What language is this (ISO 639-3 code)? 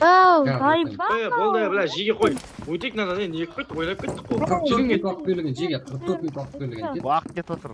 kaa